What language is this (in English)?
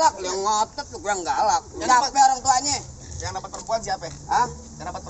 Betawi